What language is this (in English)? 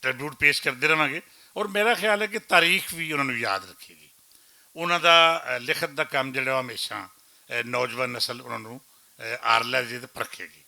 Western Panjabi